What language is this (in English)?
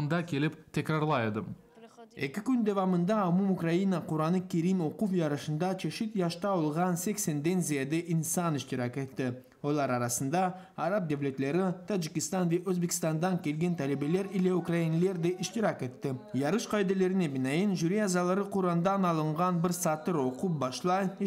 Crimean Tatar